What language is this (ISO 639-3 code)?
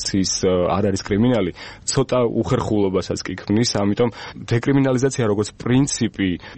kat